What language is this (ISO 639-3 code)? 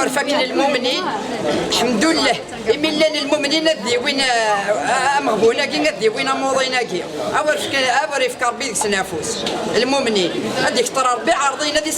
kab